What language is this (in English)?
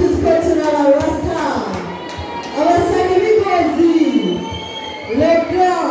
Rundi